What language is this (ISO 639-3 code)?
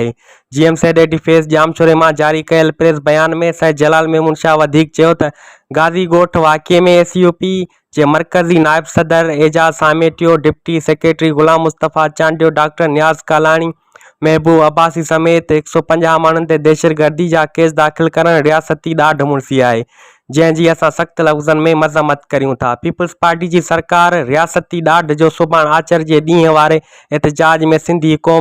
snd